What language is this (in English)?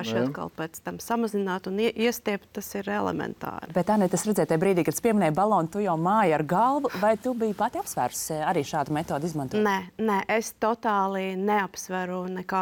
Latvian